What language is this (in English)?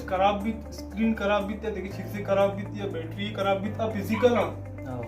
Baluchi